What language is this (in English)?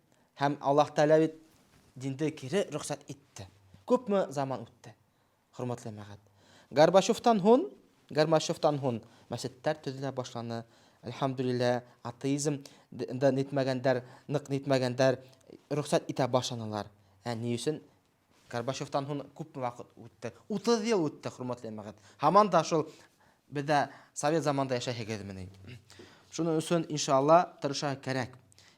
Bashkir